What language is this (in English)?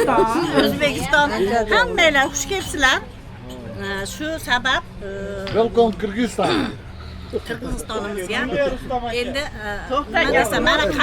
Uzbek